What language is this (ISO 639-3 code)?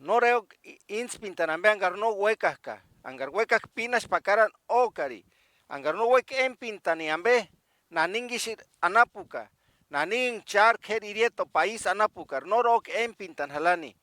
tsz